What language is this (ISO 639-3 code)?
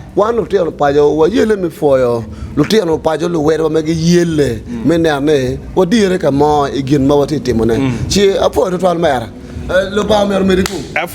ach